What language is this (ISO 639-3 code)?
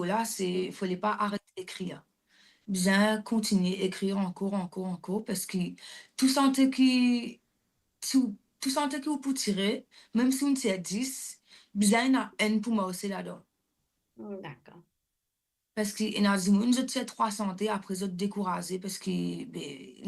mfe